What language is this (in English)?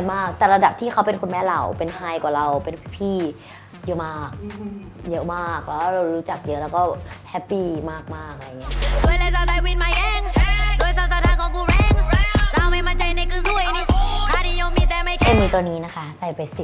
Thai